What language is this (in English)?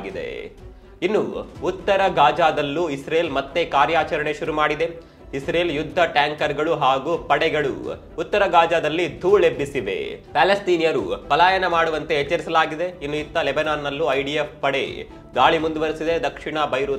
Kannada